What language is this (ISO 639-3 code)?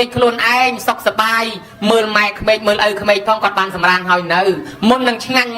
khm